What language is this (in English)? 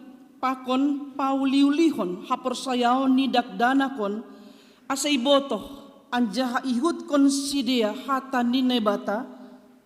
Batak Simalungun